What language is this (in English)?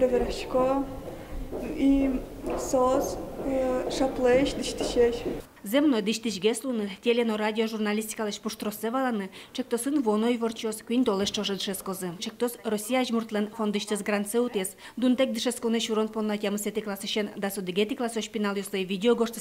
Udmurt